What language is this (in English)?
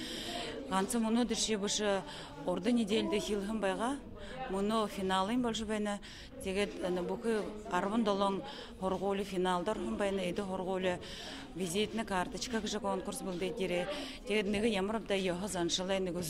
Buriat